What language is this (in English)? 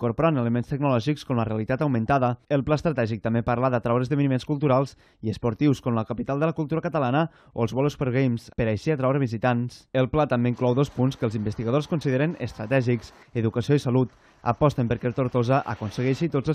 Catalan